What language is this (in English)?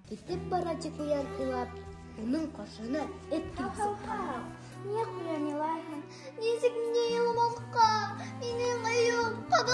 Bashkir